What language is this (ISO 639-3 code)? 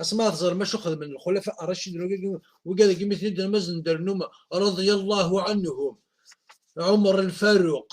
kab